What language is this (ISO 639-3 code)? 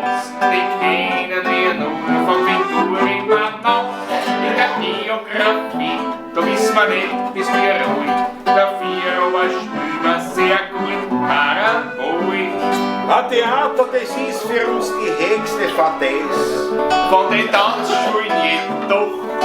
bar